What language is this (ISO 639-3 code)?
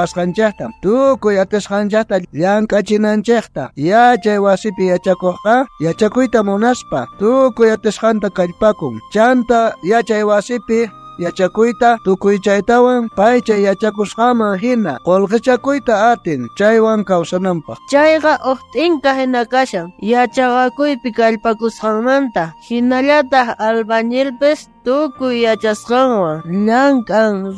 quh